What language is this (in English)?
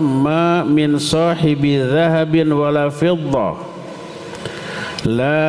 Indonesian